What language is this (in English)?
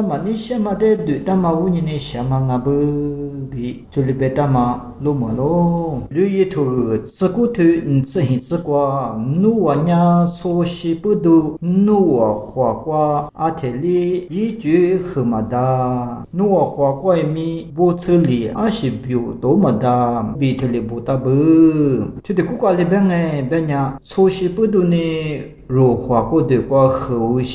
Lisu